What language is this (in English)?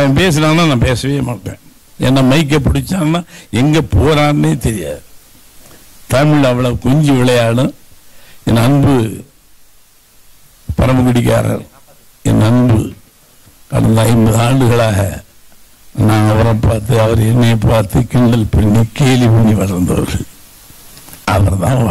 Tamil